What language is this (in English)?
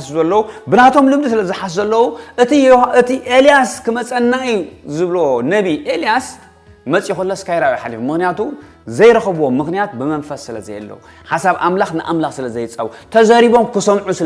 Tigrinya